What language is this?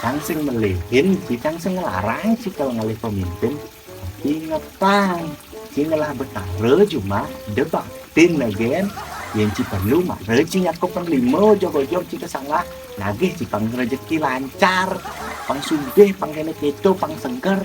Balinese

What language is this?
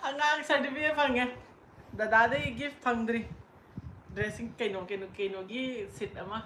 Manipuri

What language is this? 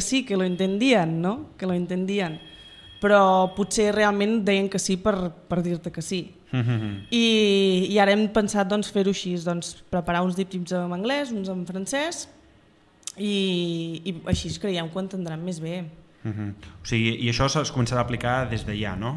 Catalan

